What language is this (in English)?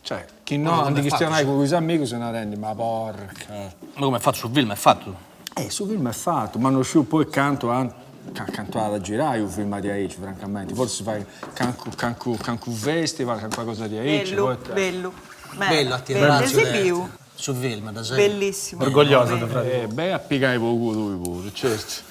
Sardinian